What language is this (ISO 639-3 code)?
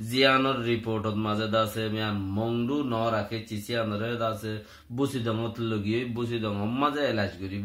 rhg